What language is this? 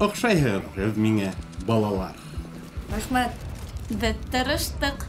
Bashkir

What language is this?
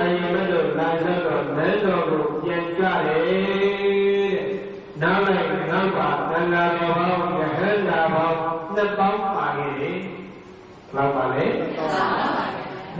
Burmese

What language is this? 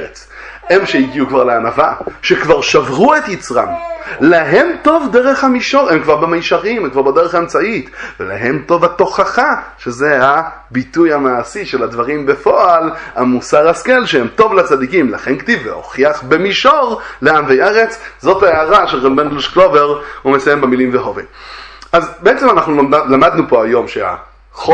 Hebrew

